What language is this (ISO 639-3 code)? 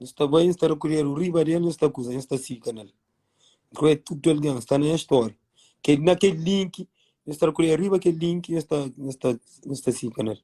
kea